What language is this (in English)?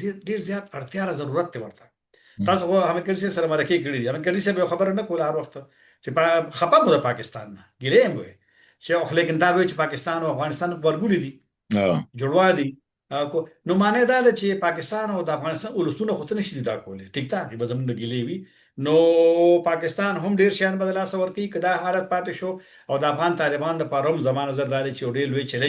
Pashto